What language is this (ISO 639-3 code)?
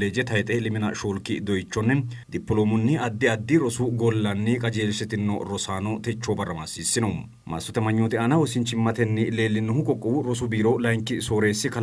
sid